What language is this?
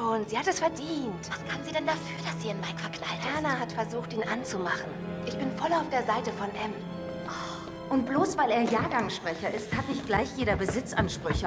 Swiss German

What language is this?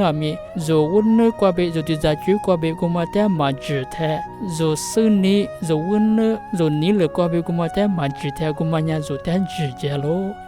Lisu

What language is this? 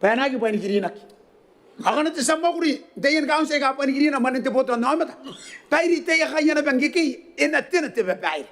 Gilbertese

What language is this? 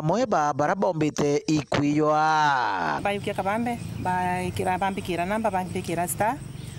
Meru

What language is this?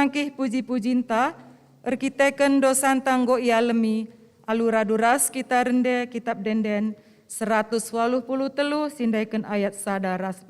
Batak Karo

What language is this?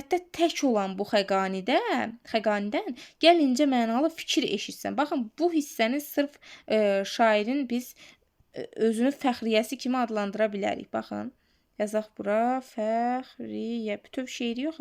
Azerbaijani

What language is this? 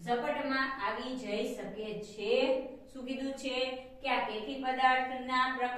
Gujarati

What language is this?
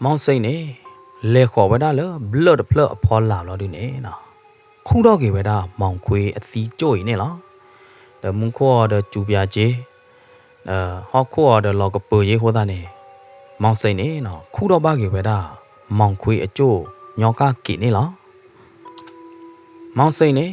S'gaw Karen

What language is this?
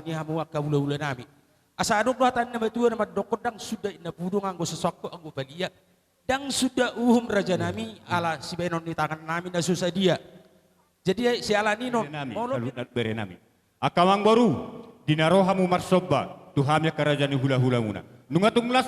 Batak Toba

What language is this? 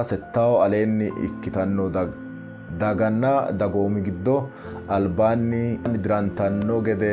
Sidamo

